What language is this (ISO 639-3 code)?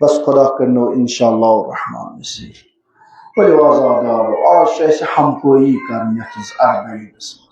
kas